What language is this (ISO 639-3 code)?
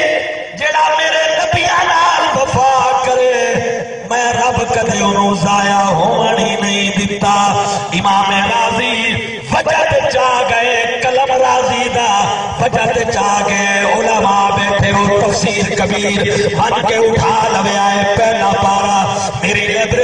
skr